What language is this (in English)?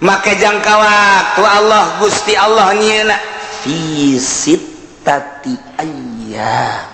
Sundanese